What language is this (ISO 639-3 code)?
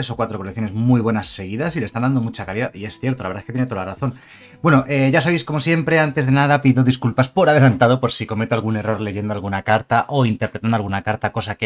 spa